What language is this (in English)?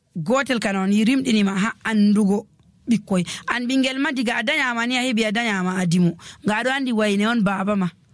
Nigerian Fulfulde